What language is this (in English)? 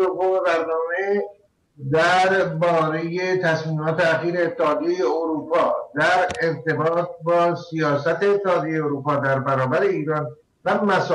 Persian